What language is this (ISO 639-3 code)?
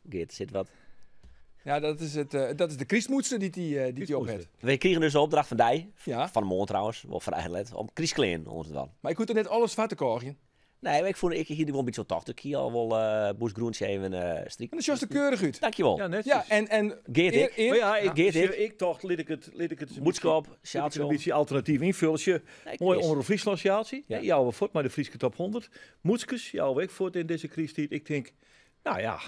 fry